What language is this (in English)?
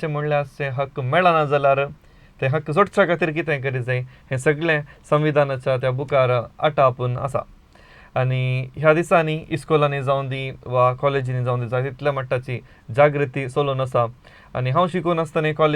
Konkani